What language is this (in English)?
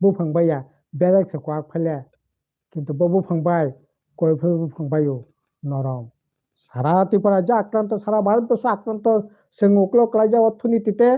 Kok Borok